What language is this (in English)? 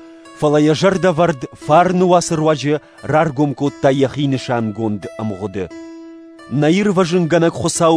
Ossetic